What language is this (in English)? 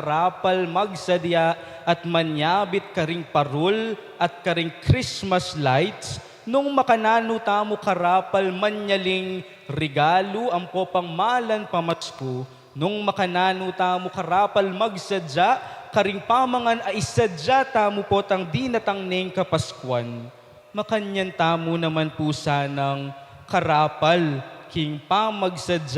Pampanga